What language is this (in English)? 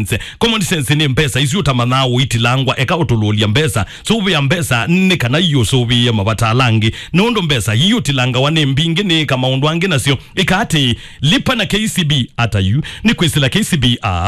Kamba